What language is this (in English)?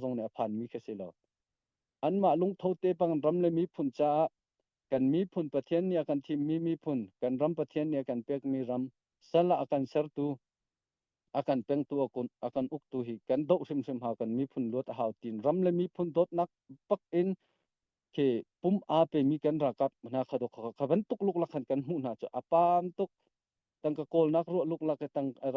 Hakha Chin